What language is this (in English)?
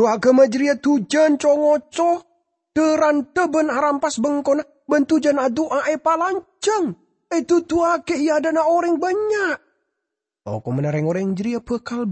Madurese